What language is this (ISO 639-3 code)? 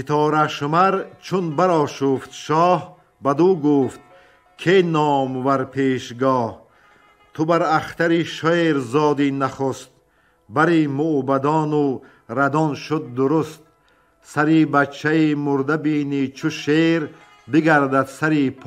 tgk